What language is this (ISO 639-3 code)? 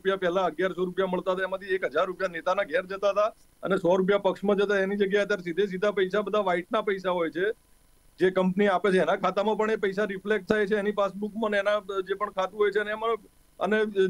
guj